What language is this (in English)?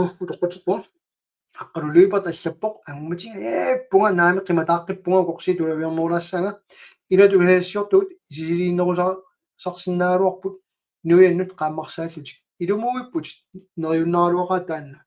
Kalaallisut